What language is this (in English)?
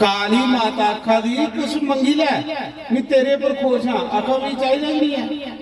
Dogri